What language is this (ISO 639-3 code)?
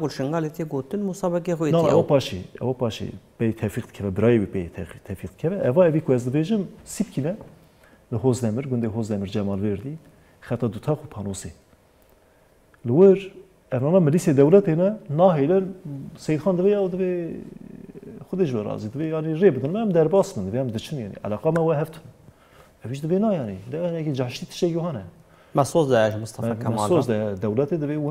kur